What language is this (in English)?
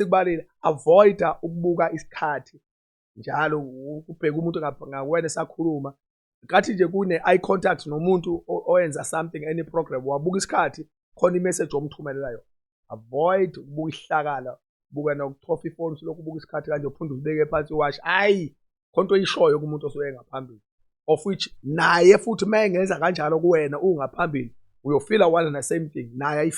Zulu